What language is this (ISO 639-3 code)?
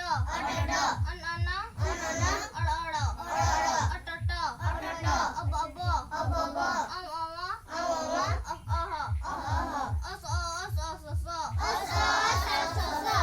sat